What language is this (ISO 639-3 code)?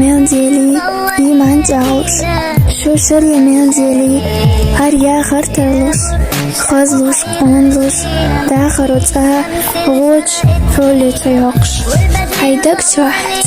che